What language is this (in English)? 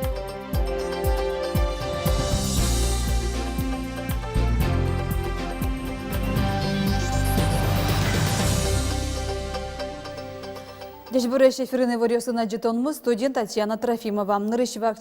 Udmurt